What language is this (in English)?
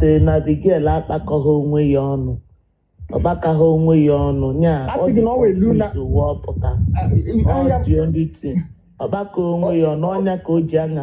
Igbo